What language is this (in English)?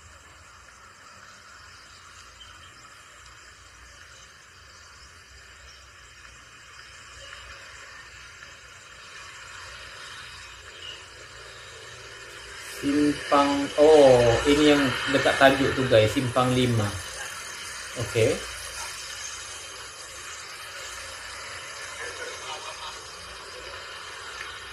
Malay